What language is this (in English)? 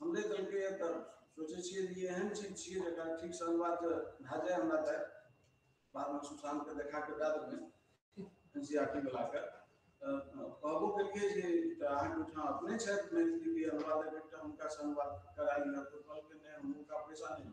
Maithili